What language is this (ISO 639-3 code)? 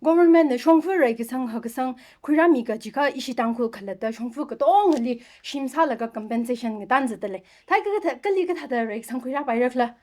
nmf